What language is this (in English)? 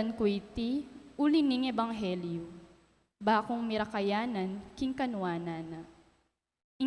Pampanga